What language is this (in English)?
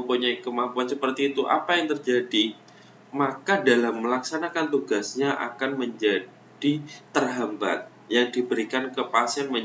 Indonesian